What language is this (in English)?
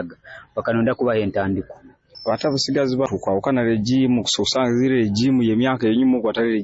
Nyoro